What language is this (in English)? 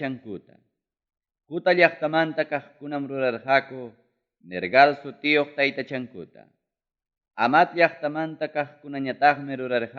Ayacucho Quechua